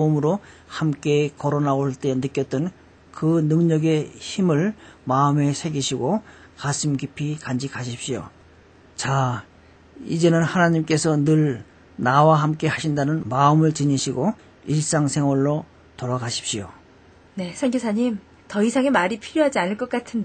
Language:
Korean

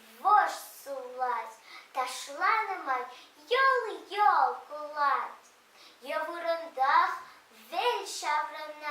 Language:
Chuvash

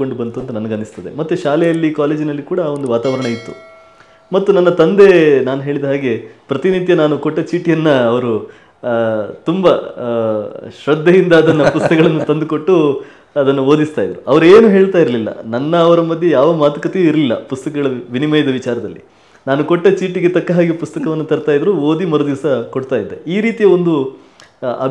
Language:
Kannada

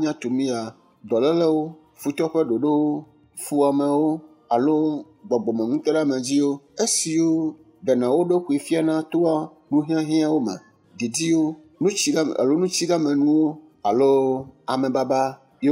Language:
Ewe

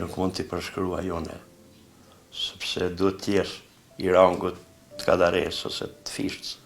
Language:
Albanian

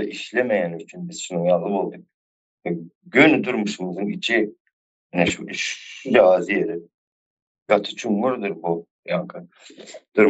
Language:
Turkmen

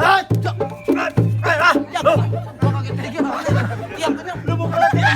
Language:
Betawi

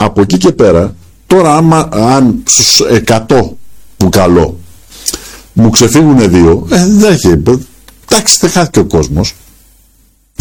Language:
Greek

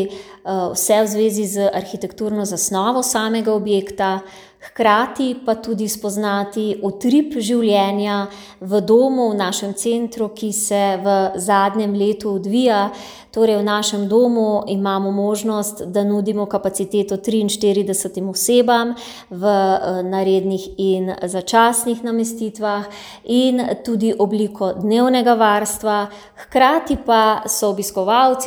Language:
Slovenian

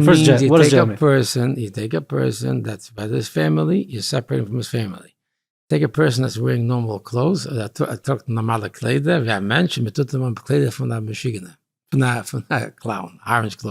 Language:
Yiddish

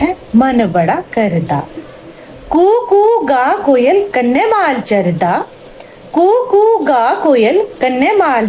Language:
Dogri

